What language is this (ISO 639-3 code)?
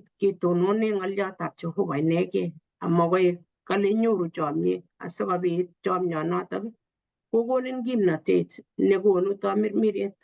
kln